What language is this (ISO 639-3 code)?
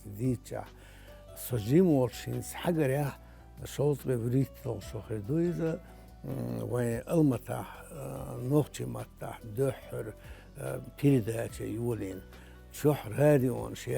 che